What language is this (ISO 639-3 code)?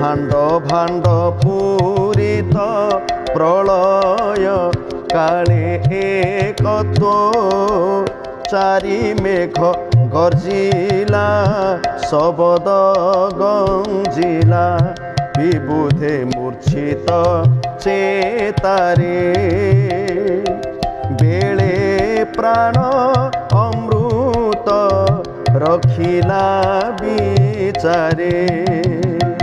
ori